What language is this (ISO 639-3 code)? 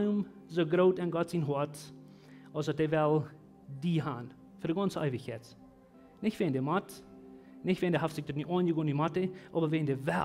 pdt